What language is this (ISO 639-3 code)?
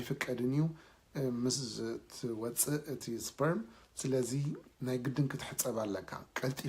tir